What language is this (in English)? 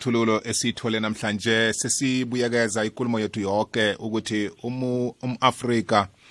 South Ndebele